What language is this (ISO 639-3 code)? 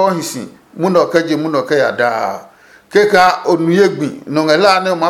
ada